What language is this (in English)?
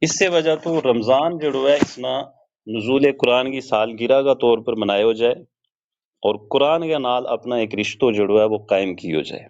Gujari